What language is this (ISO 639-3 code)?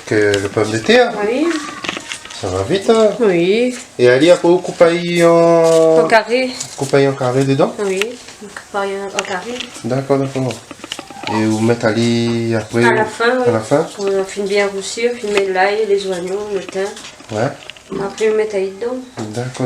rcf